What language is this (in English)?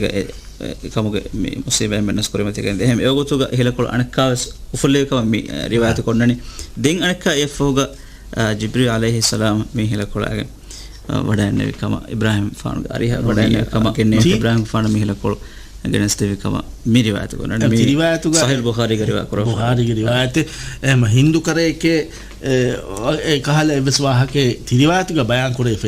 Divehi